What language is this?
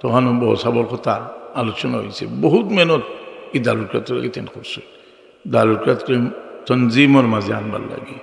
Sylheti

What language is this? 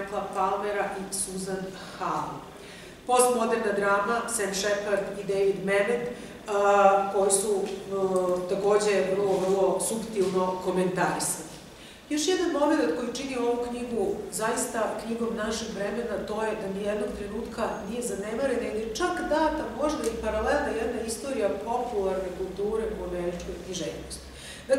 Serbian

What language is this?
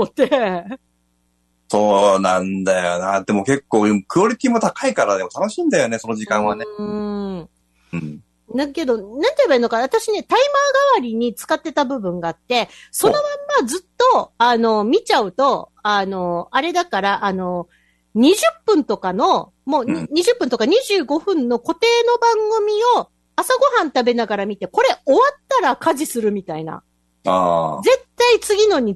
Japanese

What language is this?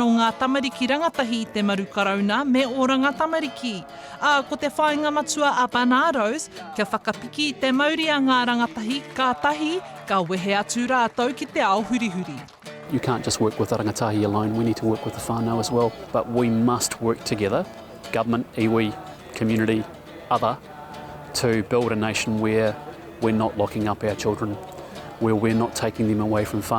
Māori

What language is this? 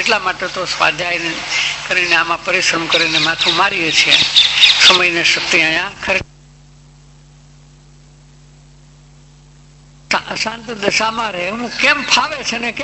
Gujarati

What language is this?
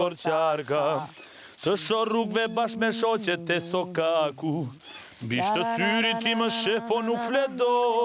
Albanian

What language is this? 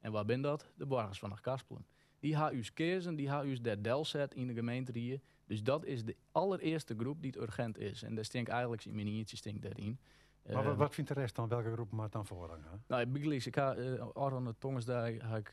Western Frisian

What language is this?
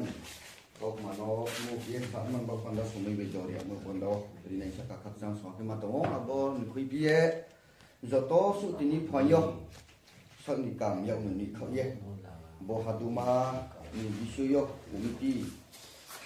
Riang (India)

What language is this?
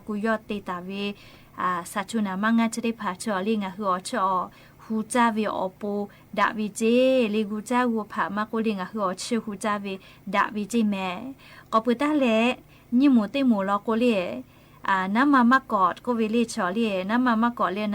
Lahu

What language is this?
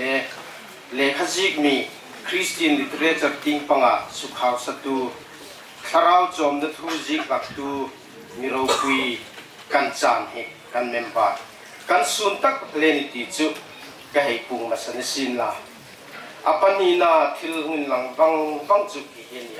Hmar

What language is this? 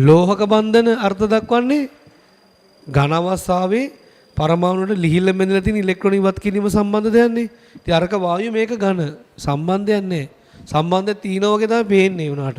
Sinhala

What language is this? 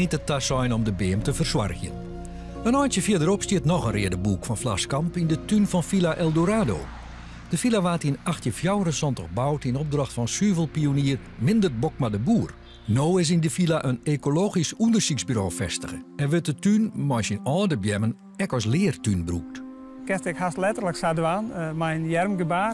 Western Frisian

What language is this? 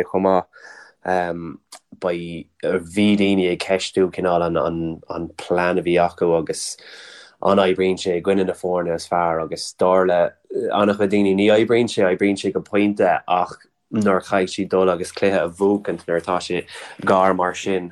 Irish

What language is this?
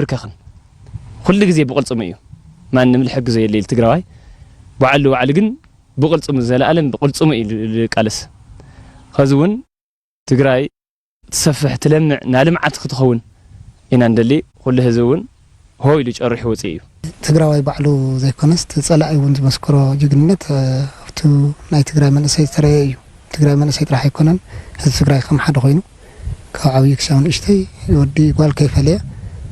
Tigrinya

